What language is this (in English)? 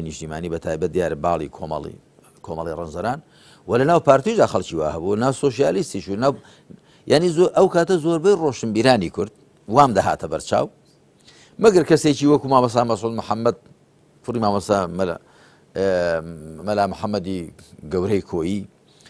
Central Kurdish